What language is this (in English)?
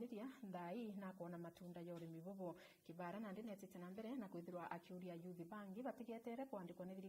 Meru